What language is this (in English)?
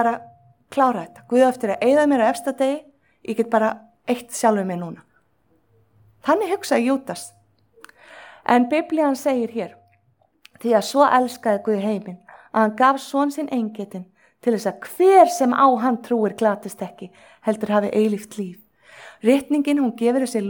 Icelandic